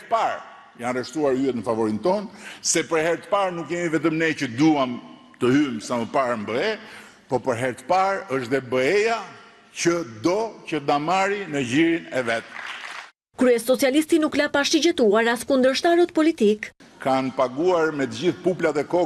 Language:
Albanian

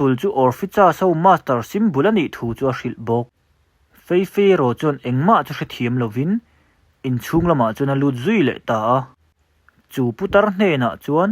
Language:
Mizo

